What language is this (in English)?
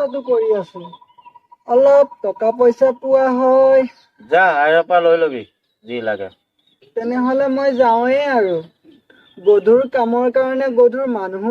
Assamese